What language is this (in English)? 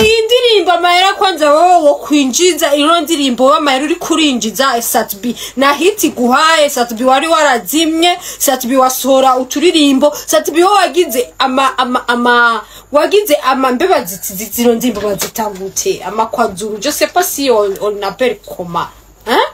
Rundi